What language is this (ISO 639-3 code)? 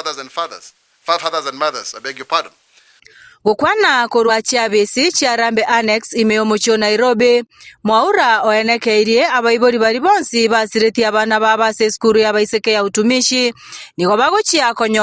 guz